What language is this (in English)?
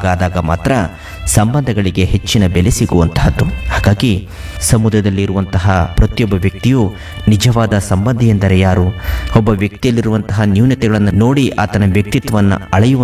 Kannada